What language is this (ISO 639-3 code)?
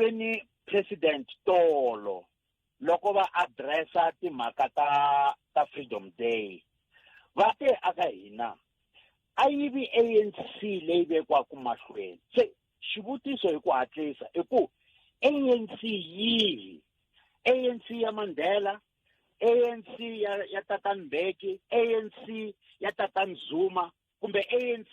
tso